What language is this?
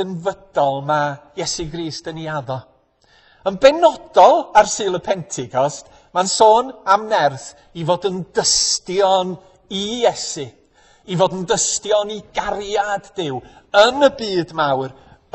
Welsh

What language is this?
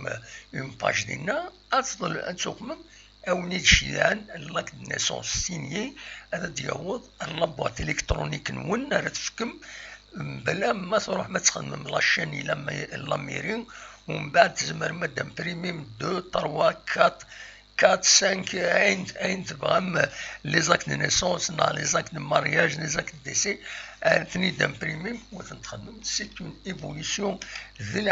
Kabyle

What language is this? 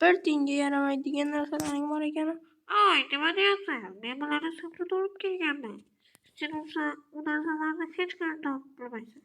Uzbek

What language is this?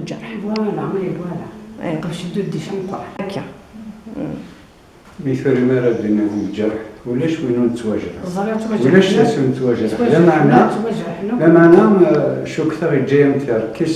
Kabyle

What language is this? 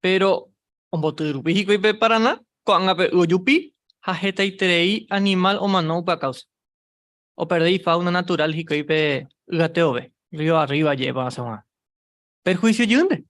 Guarani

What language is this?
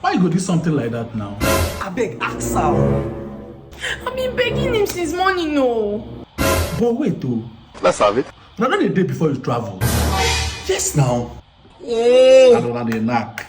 Nigerian Pidgin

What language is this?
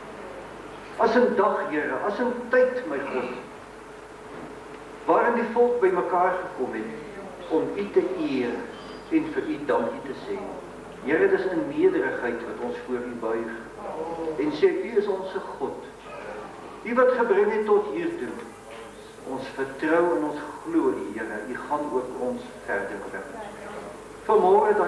Afrikaans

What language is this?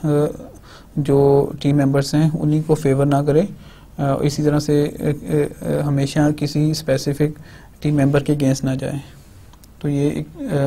Hindi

